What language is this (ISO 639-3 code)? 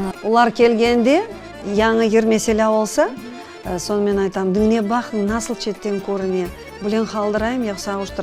crh